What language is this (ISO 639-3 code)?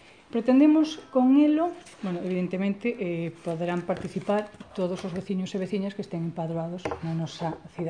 glg